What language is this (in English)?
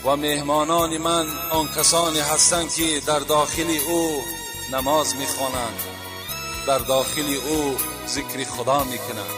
Tajik